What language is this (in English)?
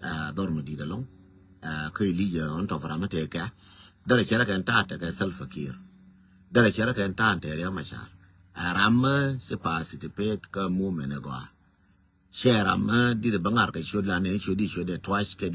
Nuer